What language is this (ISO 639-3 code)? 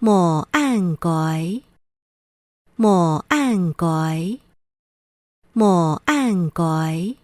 hak